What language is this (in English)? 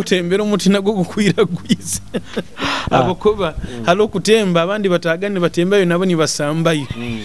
Nyoro